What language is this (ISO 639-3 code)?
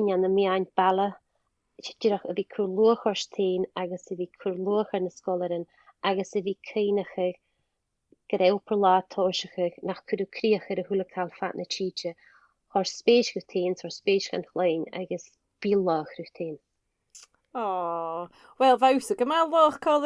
gla